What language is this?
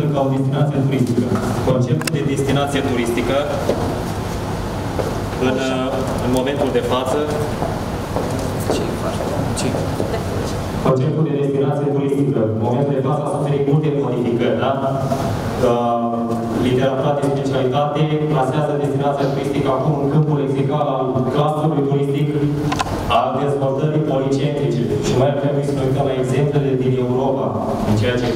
Romanian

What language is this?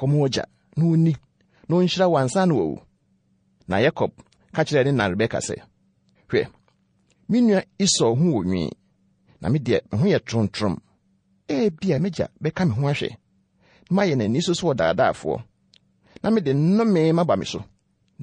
Akan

